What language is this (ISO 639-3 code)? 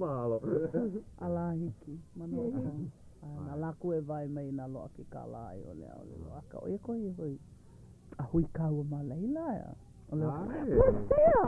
haw